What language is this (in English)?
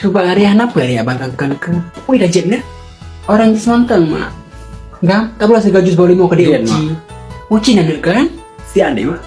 Achinese